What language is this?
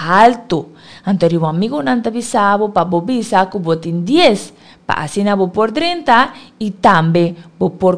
Papiamento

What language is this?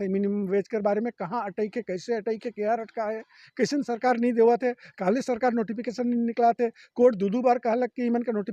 Sadri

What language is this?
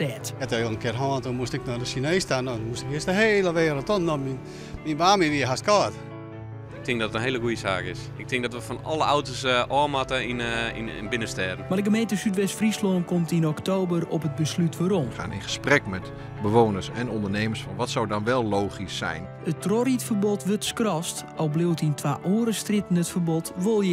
Western Frisian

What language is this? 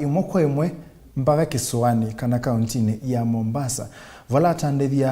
Kamba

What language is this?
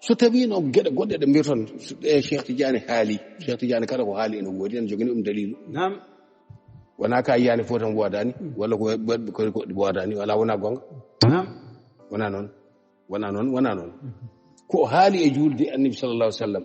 Fula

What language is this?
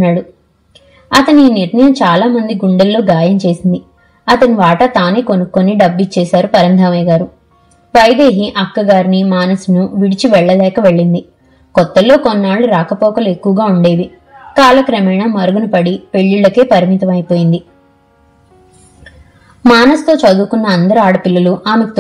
Telugu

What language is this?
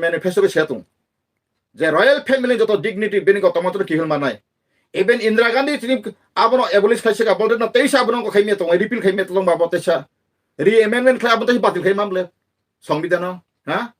Kok Borok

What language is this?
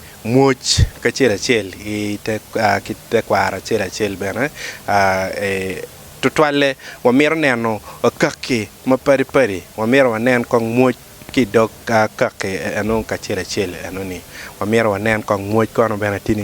Acoli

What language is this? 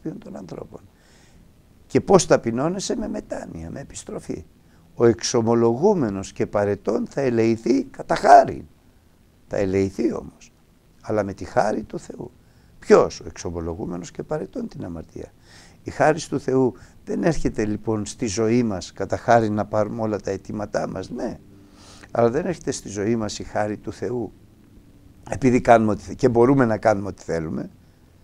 Greek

